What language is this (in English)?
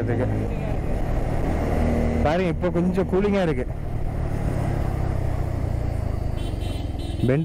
Tamil